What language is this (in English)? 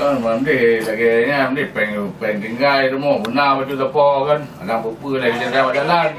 Achinese